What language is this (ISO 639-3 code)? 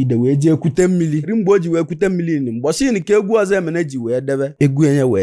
ibo